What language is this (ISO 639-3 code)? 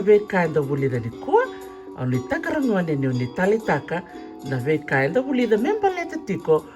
fij